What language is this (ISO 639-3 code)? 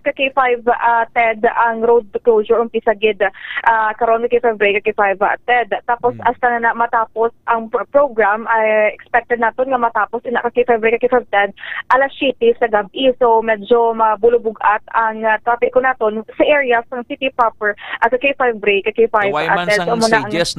hil